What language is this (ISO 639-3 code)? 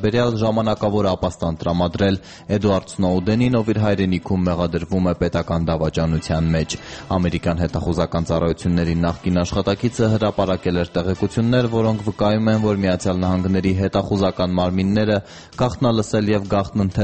hye